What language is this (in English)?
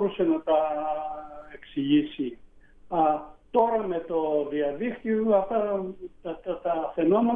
Greek